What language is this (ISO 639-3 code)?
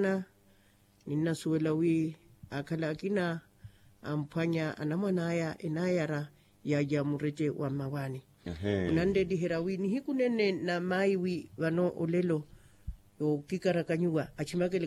vmw